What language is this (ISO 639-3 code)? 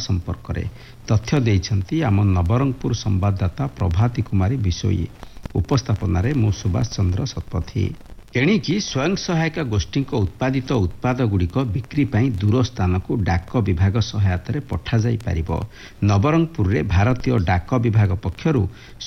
ori